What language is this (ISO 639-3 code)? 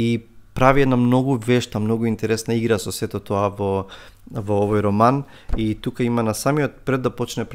mkd